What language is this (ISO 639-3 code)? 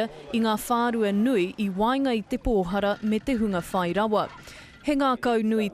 mri